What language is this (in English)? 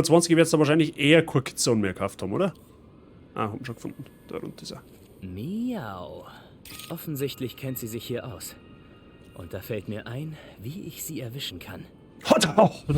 Bavarian